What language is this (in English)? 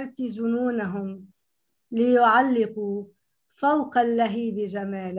Arabic